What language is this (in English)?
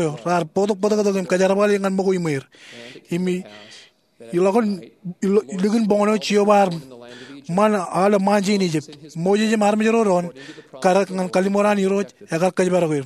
Marshallese